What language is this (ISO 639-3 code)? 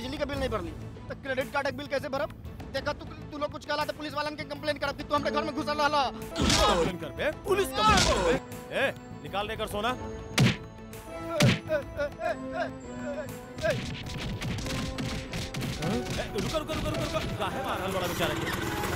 bho